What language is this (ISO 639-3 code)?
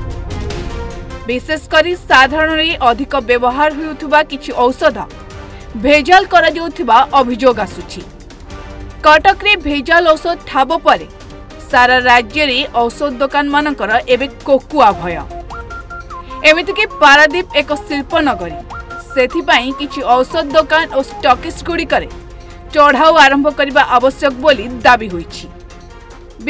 ori